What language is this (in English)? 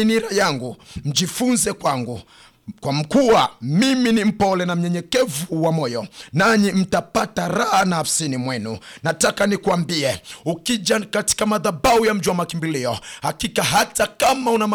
Swahili